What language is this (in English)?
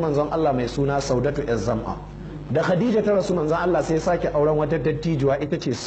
Hausa